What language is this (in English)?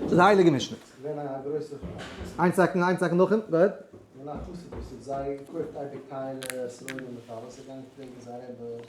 Yiddish